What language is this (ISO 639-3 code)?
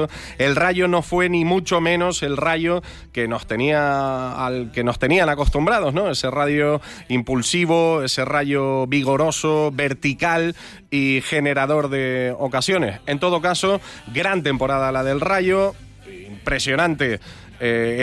spa